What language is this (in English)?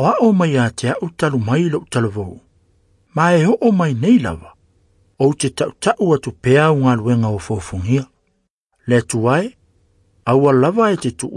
Samoan